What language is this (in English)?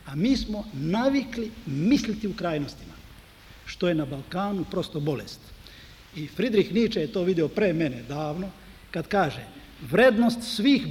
Serbian